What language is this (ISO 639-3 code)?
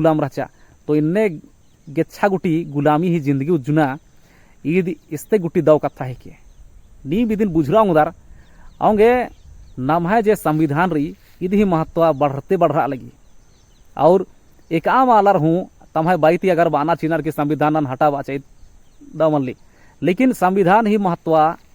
kru